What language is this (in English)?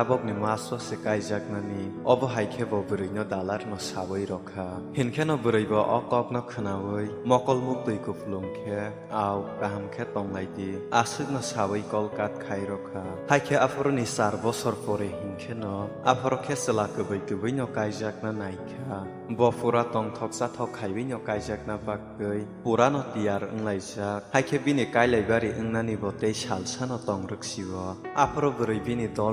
Kok Borok